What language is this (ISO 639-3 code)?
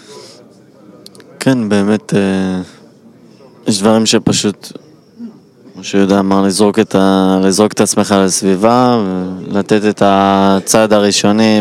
heb